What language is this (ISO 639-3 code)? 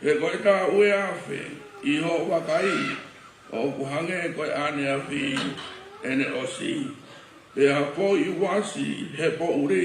ton